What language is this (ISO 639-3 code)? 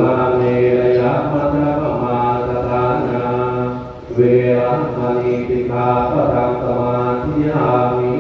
pli